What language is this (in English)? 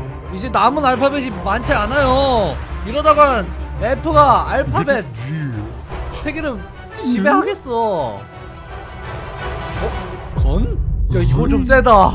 Korean